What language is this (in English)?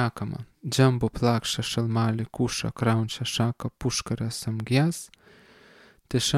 Lithuanian